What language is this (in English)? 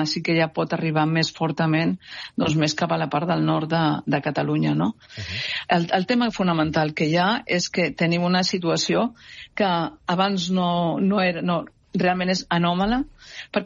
Catalan